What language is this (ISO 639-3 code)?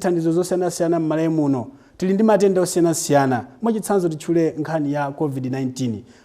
nya